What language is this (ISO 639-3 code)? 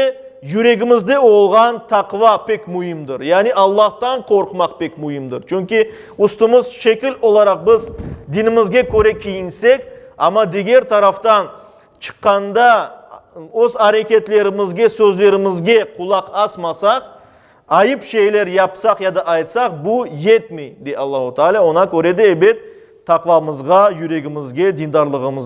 crh